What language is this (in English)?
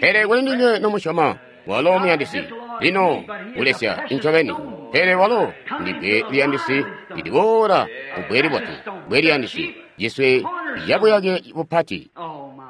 Tonga (Zambia)